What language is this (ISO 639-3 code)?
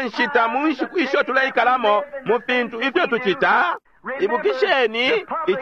bem